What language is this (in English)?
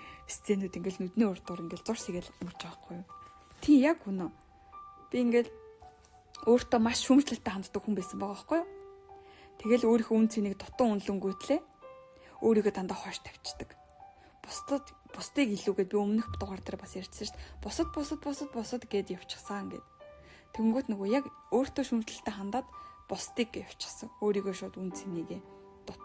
Mongolian